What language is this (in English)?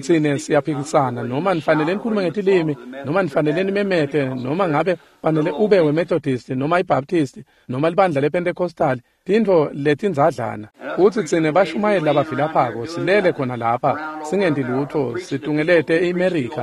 Swati